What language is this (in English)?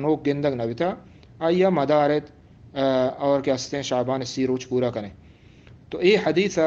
Eastern Balochi